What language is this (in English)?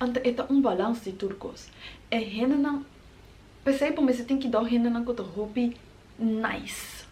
Papiamento